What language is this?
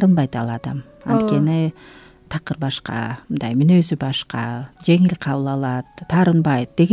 Kyrgyz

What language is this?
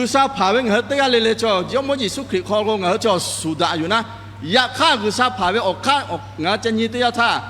Lahu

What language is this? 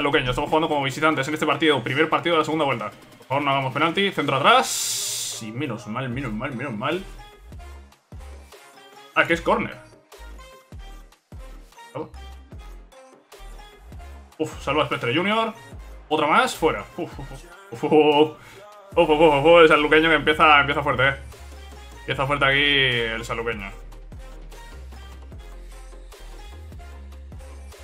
Spanish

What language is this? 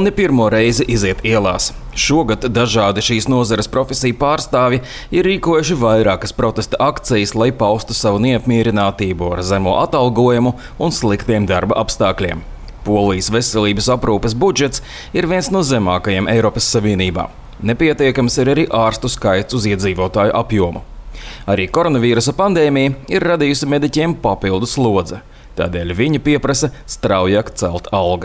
Latvian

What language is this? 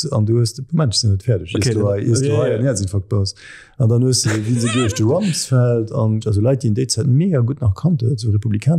Luxembourgish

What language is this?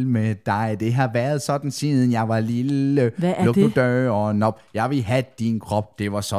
Danish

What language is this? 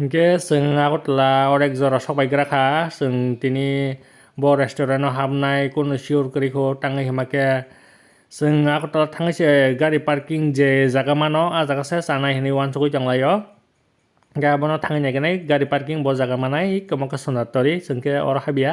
Kok Borok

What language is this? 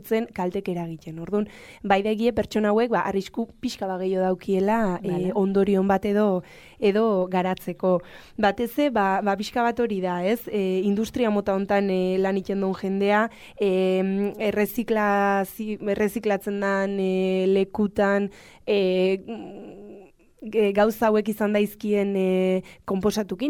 Basque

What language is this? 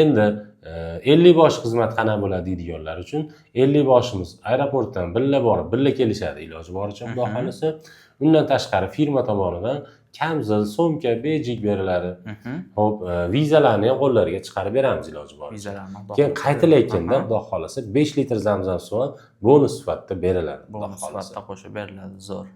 Uzbek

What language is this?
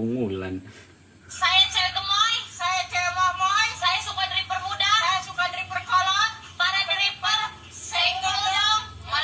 Banjar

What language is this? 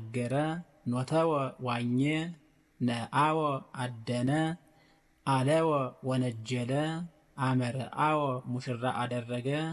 Amharic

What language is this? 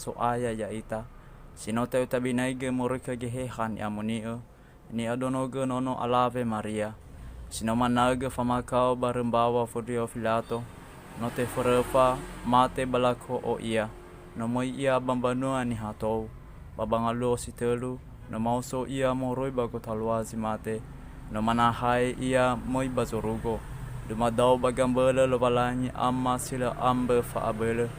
Nias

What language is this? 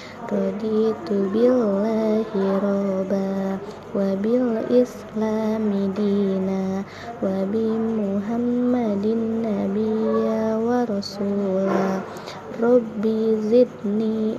Sundanese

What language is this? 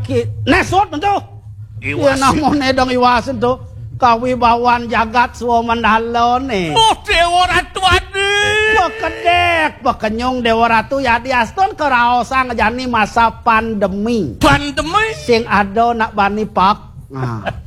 Balinese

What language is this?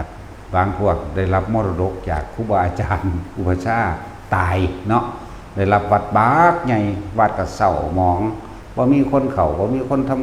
Northeastern Thai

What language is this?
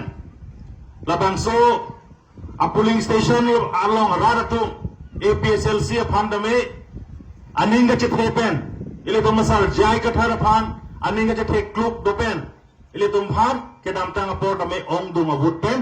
Karbi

